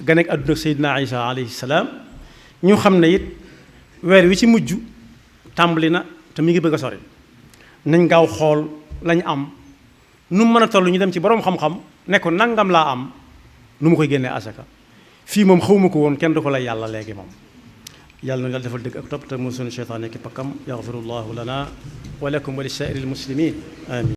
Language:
Wolof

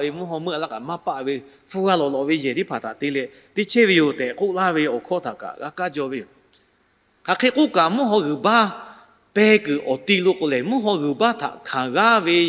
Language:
Lahu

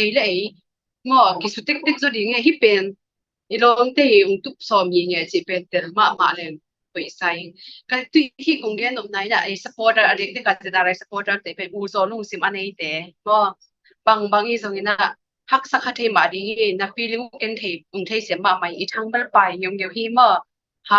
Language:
Tedim Chin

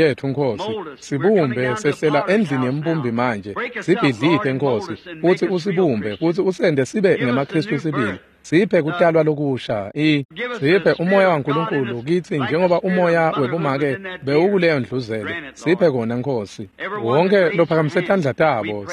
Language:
Swati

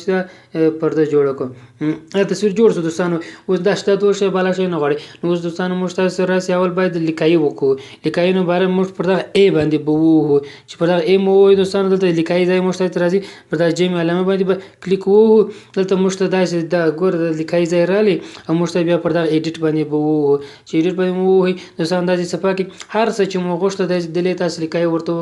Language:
Pashto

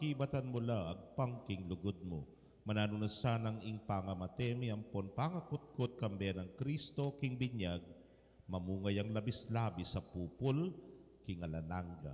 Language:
Pampanga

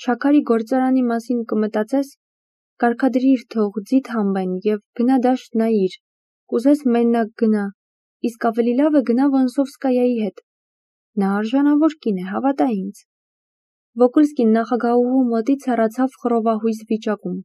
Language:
Armenian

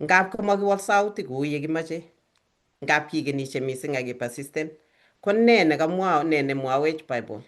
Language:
Kalenjin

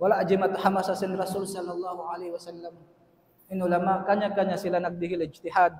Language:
Tausug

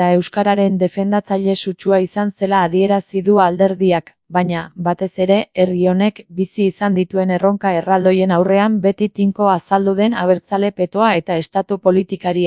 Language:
Basque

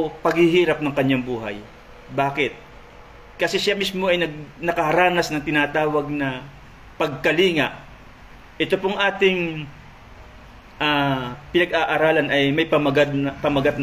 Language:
Filipino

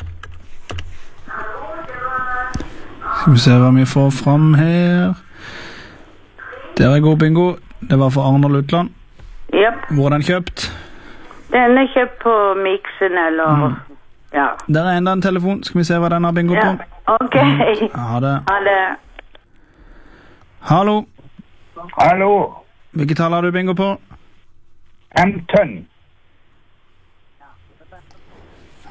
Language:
Norwegian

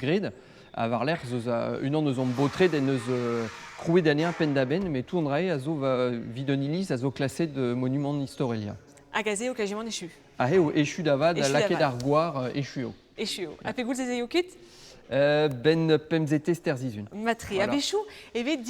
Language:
Breton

